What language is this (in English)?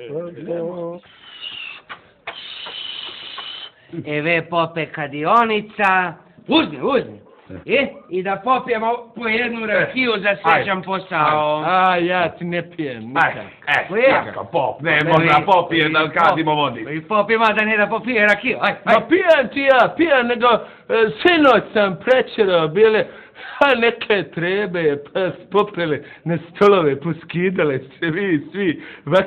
Serbian